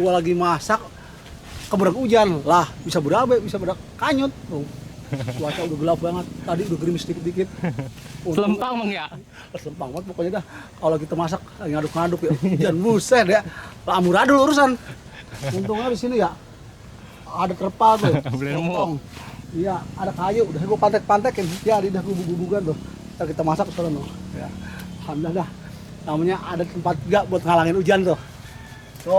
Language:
Betawi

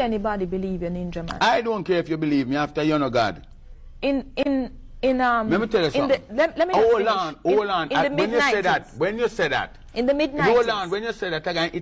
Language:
Jamaican Creole English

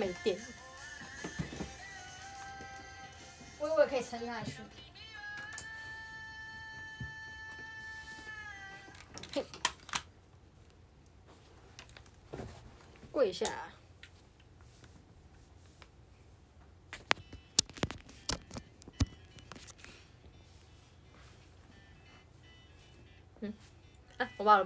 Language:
Chinese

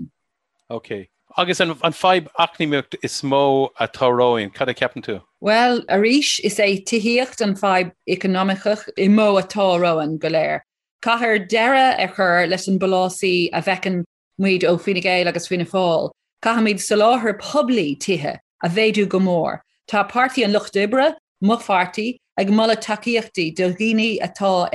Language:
Irish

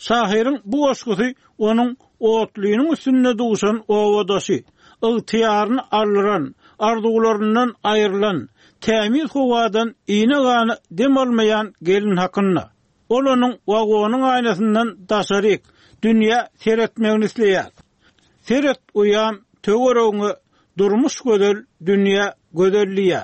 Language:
Turkmen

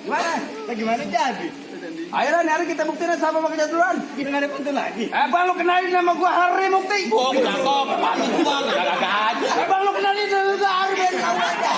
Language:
Betawi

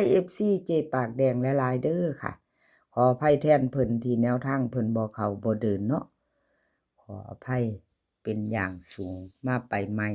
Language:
Northeastern Thai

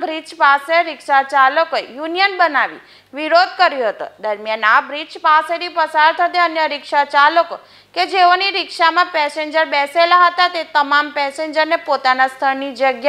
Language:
Gujarati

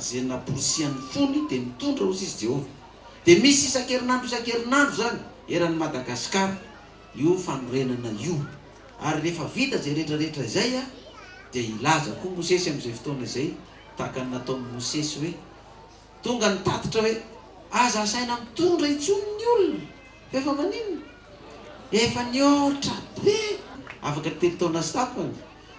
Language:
Malagasy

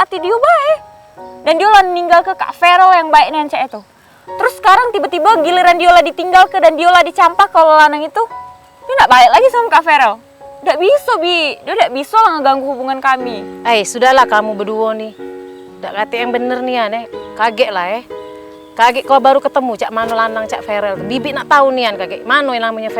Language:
Musi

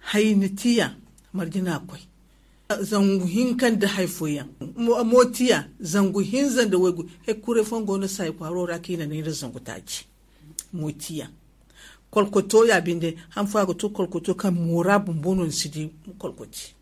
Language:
Zarma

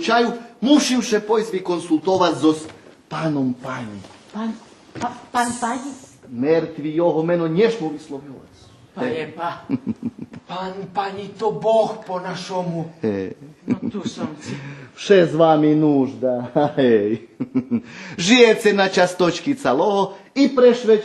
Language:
Rusyn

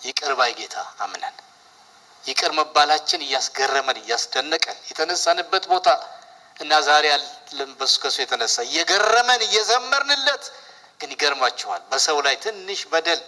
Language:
Amharic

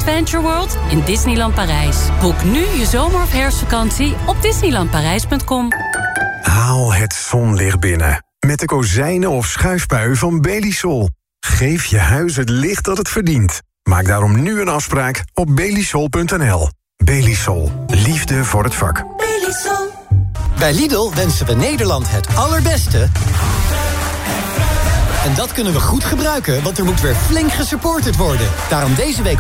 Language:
Dutch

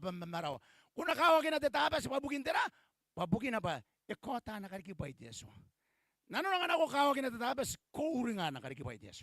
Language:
Gilbertese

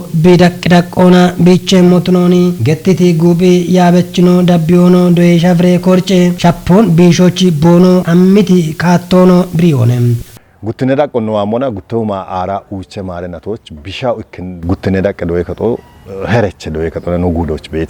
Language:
Kafa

